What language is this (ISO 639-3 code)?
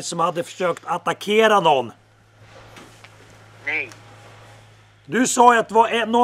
swe